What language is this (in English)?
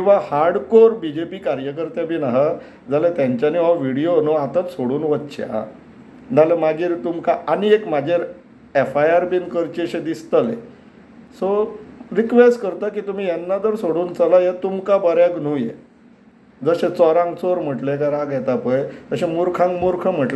Konkani